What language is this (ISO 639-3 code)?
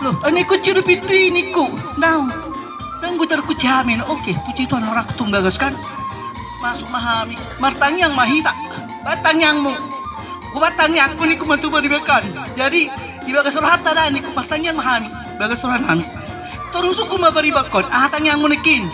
bbc